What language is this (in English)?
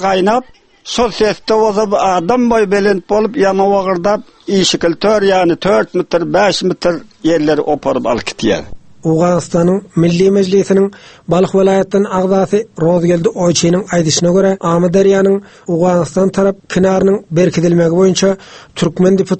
Turkmen